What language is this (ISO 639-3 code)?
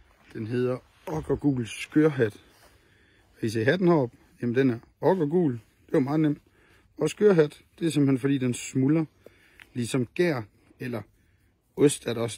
dan